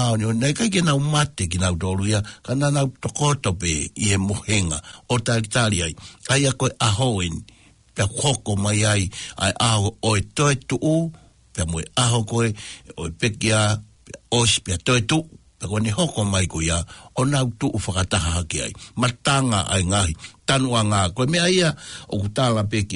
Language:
Tongan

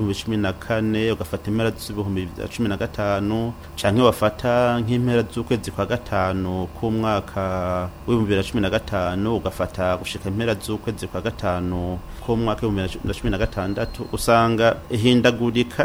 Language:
Rundi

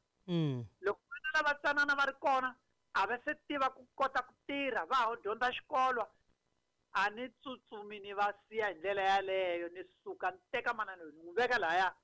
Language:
Tsonga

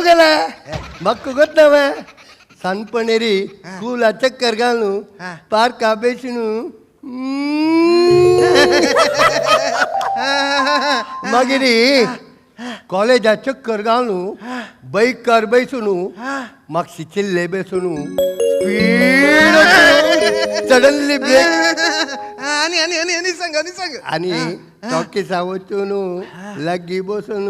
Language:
Konkani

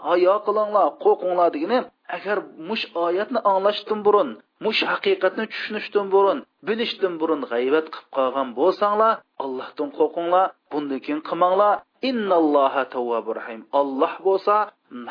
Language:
Uyghur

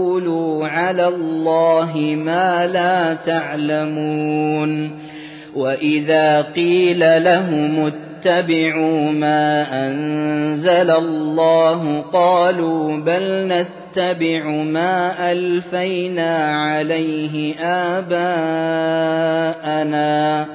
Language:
Arabic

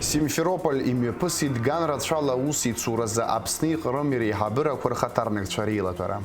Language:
Abkhazian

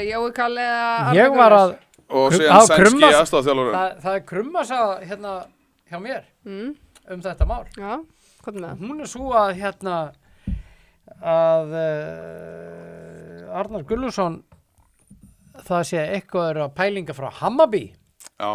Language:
Icelandic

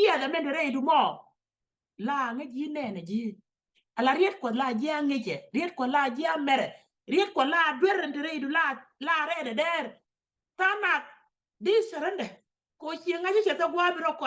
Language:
Nuer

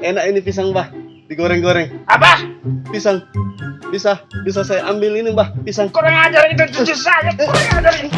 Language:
Makassar Malay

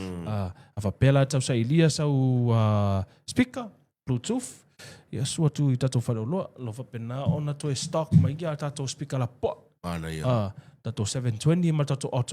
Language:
Samoan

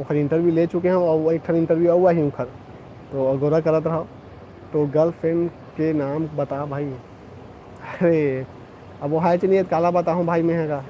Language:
Chhattisgarhi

